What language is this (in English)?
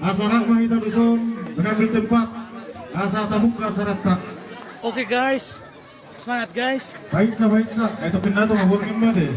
Batak Toba